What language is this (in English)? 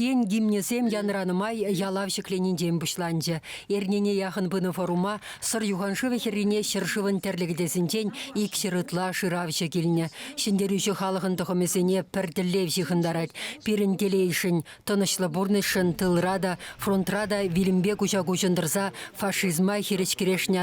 Chuvash